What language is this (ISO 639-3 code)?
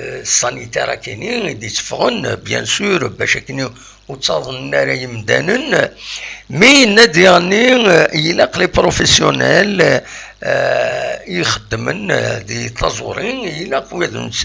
kab